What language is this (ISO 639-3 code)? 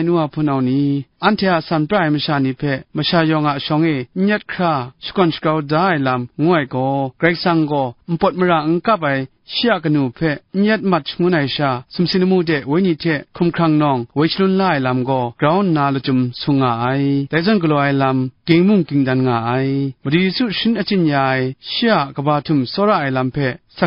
kac